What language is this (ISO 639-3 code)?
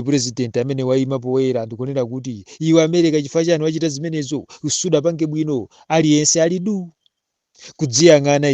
nya